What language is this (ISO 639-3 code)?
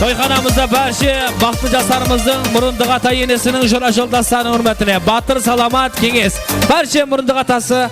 kaa